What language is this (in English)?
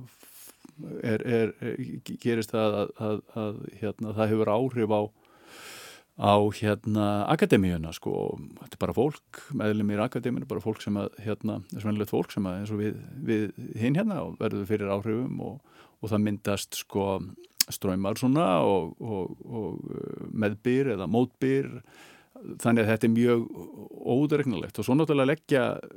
Icelandic